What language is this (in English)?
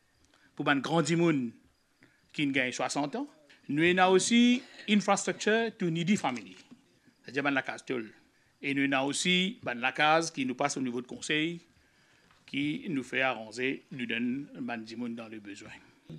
Morisyen